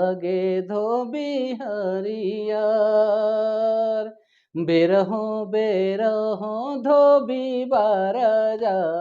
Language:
Sadri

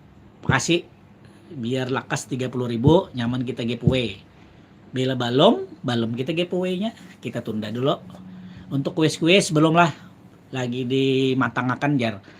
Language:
Banjar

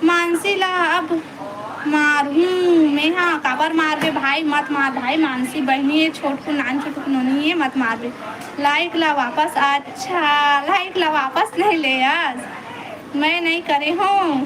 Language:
Chhattisgarhi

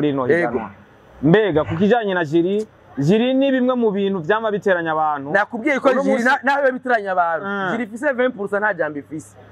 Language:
Rundi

